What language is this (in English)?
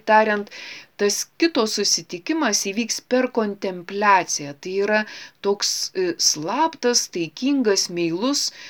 Lithuanian